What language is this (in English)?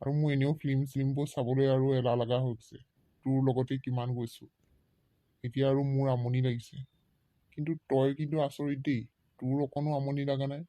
Assamese